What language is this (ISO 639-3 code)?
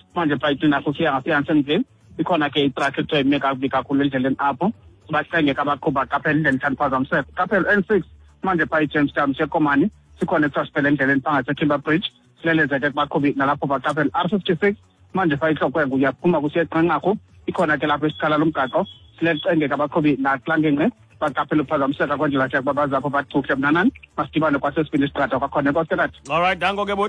xho